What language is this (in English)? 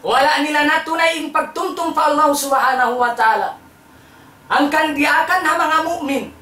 Tausug